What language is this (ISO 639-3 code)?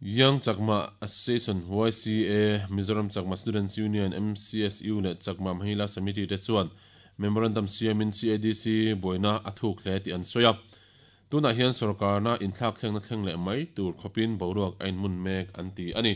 lus